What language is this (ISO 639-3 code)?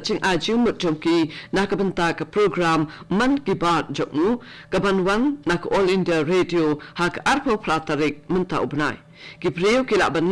kha